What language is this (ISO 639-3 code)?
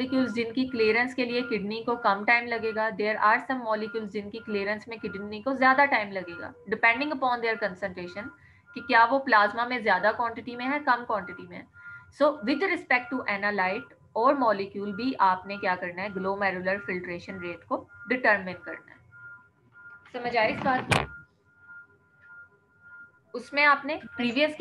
hin